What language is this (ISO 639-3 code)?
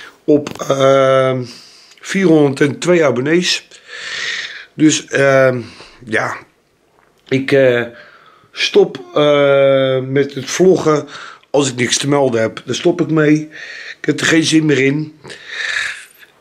nld